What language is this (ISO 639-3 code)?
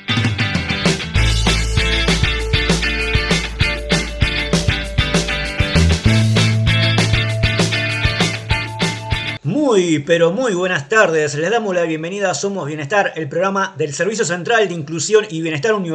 spa